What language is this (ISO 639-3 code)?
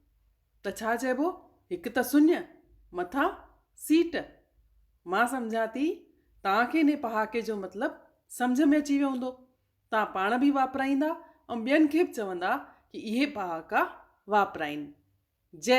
snd